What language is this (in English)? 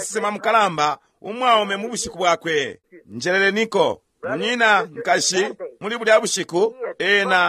Bemba